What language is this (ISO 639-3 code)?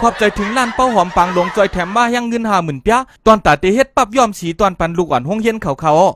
shn